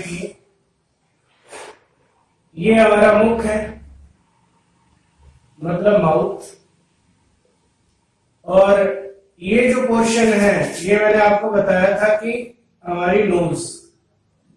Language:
Hindi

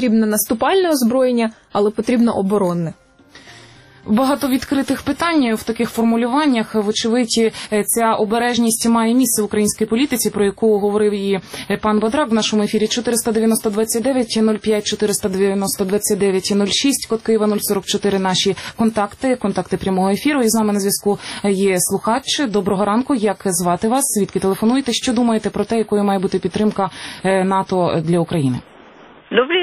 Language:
Ukrainian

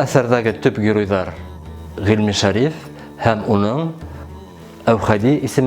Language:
Bashkir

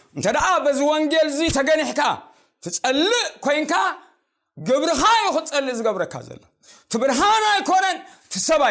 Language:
Tigrinya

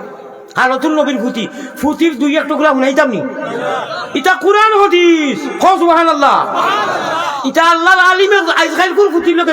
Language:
Sylheti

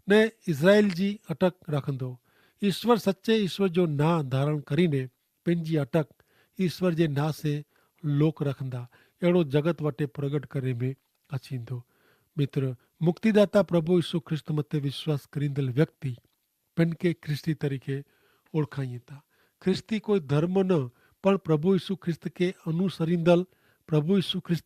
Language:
Kachhi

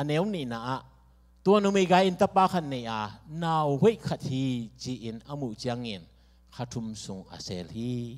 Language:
Tedim Chin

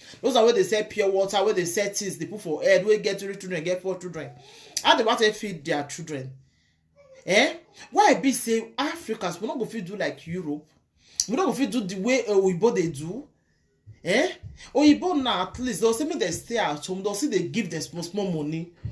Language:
Nigerian Pidgin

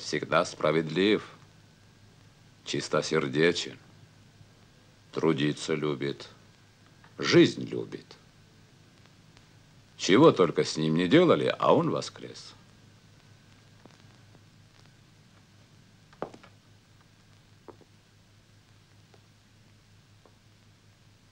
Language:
Russian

